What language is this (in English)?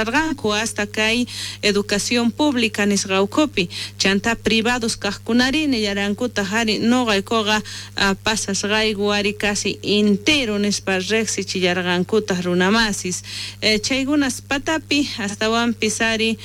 South Bolivian Quechua